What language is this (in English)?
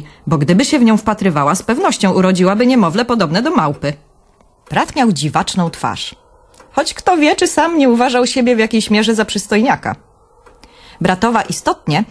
Polish